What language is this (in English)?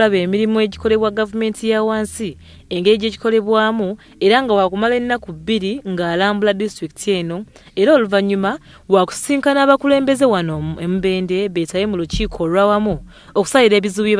Ganda